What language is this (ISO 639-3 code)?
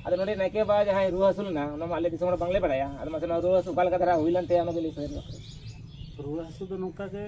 sat